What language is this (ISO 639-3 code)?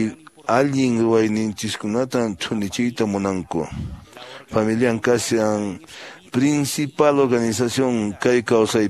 que